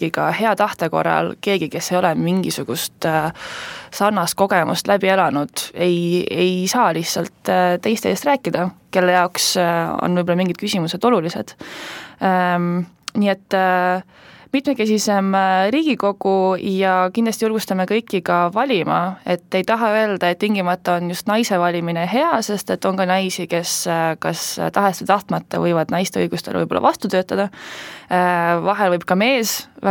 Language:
Estonian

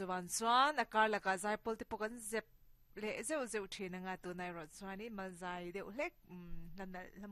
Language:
Mizo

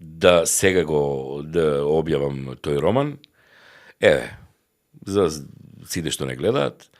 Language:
Macedonian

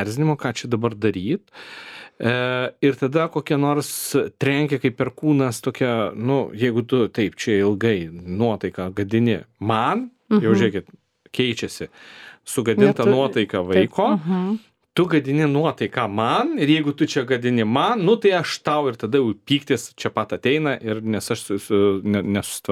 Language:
Lithuanian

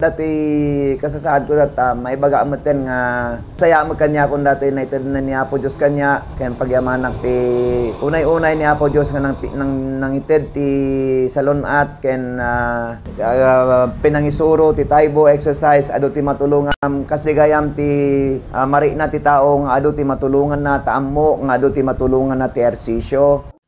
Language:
Iloko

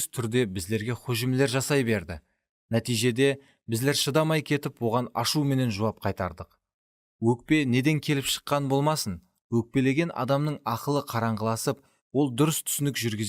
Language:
Kara-Kalpak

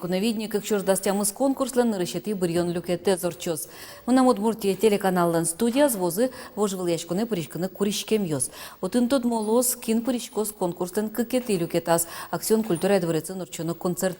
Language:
Udmurt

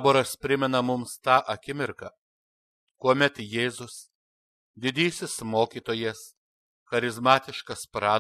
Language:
Lithuanian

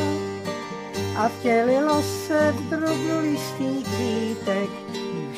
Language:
Czech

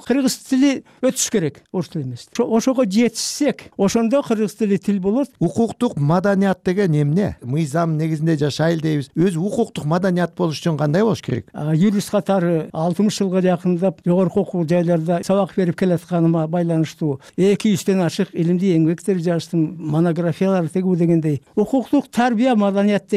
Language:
Kyrgyz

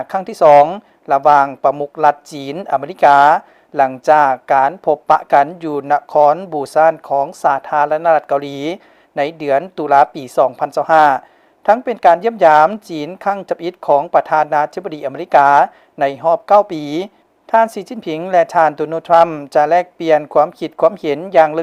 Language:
Lao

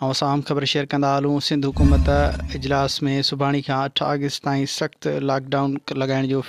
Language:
Sindhi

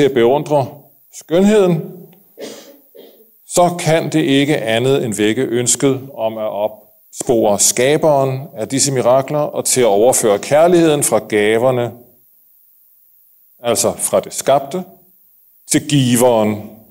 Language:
Danish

